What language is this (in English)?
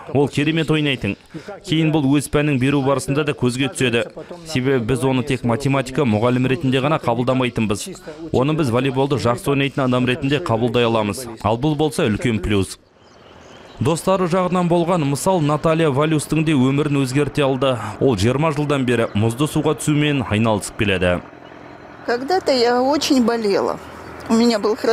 Kazakh